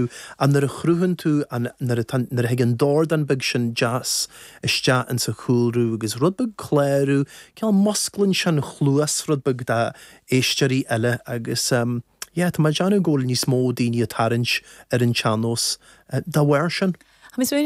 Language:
Irish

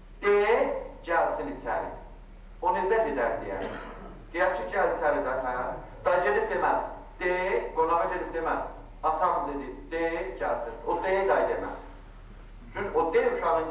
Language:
Azerbaijani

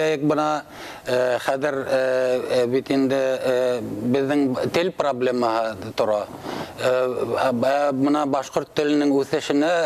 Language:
Bashkir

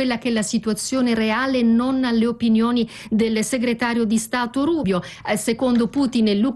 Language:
Italian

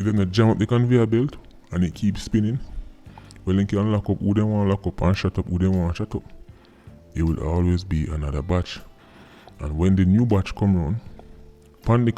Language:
Jamaican Creole English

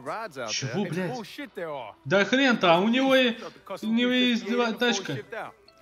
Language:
Russian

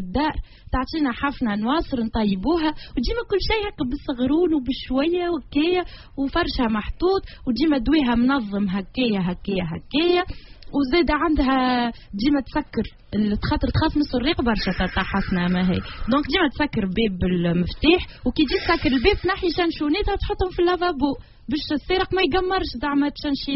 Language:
Tunisian Arabic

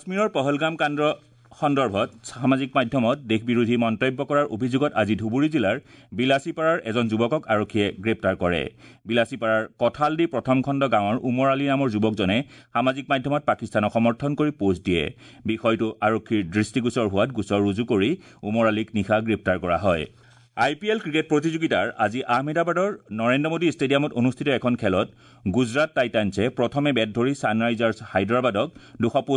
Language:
Assamese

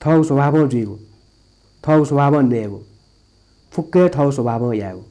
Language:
Newari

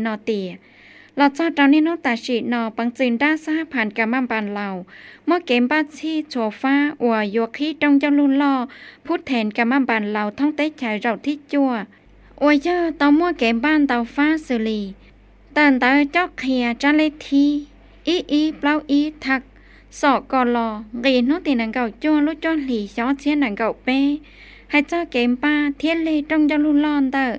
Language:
Hmong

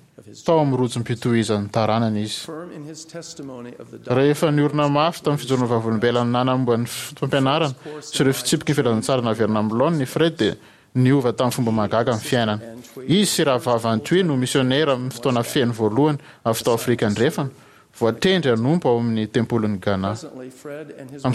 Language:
Malagasy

